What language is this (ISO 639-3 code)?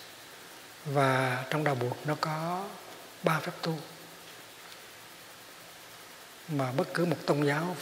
vie